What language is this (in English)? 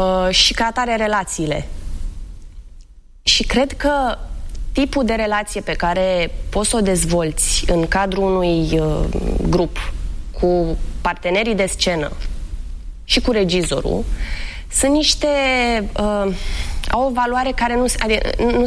Romanian